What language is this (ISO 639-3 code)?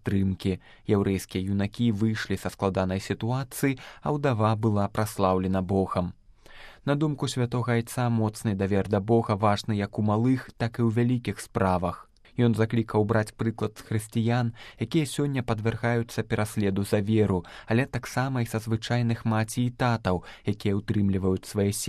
bel